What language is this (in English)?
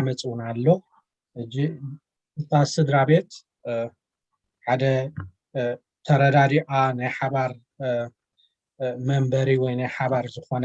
Tigrinya